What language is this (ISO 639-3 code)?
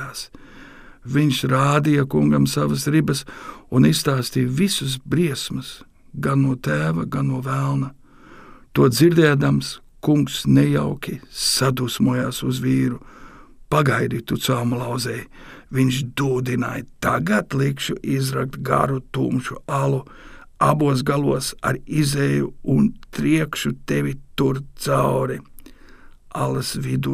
lav